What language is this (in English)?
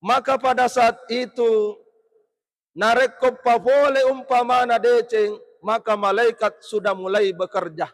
Buginese